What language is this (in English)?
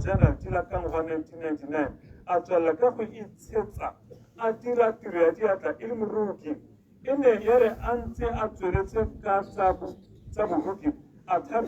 Tswana